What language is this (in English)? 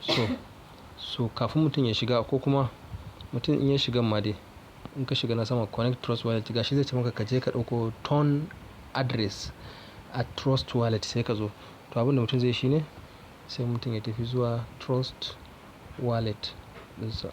Hausa